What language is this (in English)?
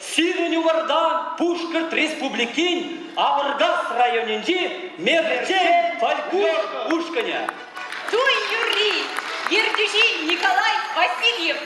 Chuvash